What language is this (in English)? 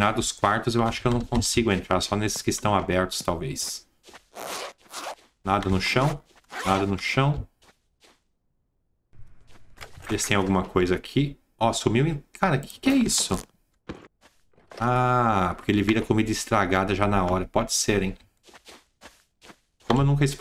Portuguese